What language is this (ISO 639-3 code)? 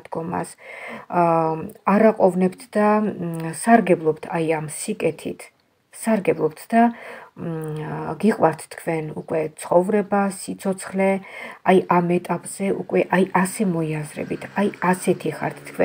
kat